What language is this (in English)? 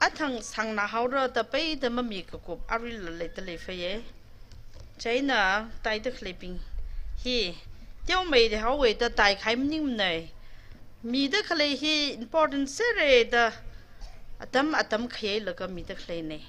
Tangkhul Naga (India)